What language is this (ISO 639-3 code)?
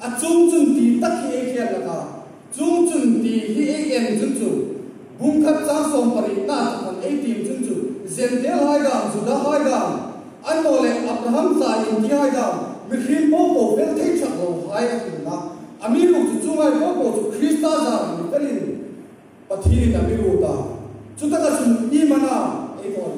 hmr